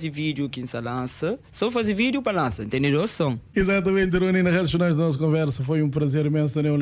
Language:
Kabuverdianu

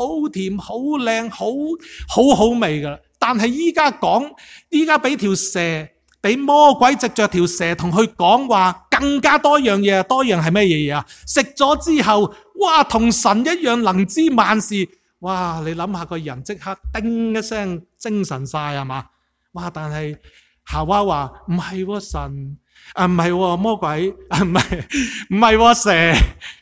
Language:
Cantonese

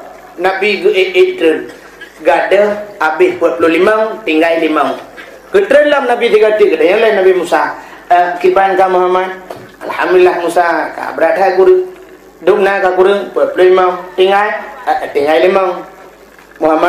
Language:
Achinese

